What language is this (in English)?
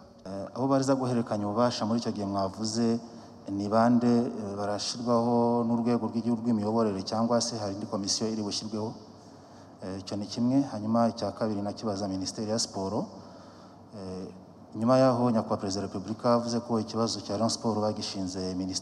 Kinyarwanda